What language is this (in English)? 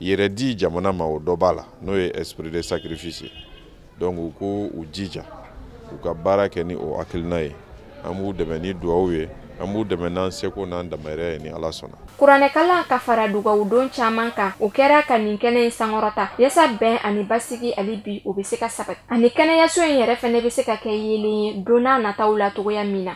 Bambara